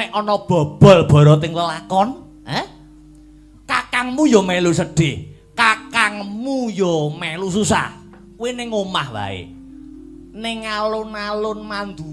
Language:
Javanese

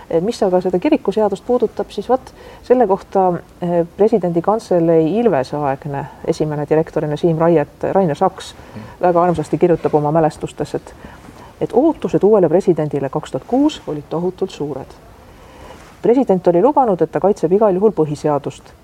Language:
Estonian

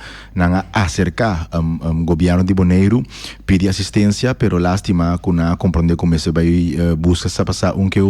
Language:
Papiamento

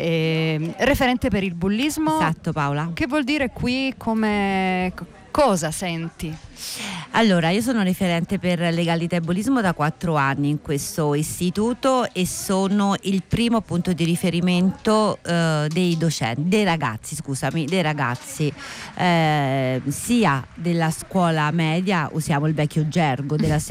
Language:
Italian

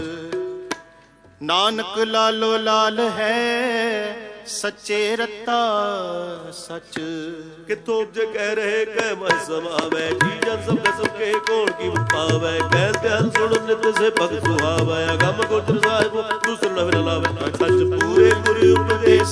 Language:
Punjabi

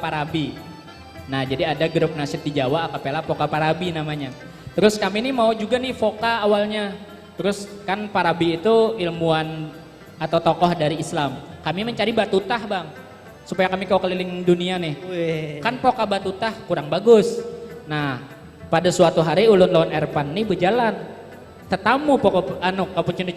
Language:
Banjar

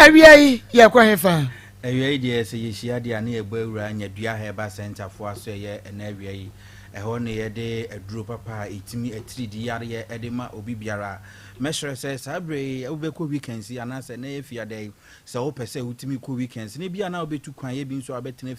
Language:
Akan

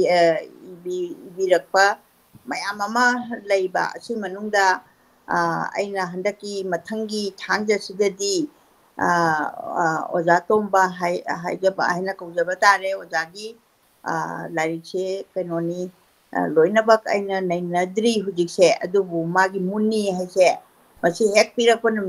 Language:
Manipuri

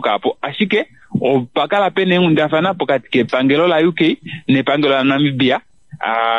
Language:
Kuanyama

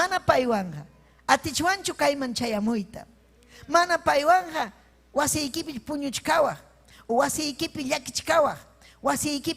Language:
Ayacucho Quechua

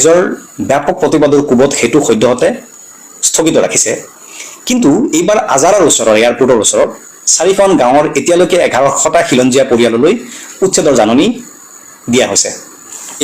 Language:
Assamese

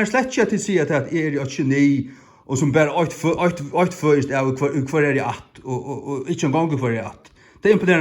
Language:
Faroese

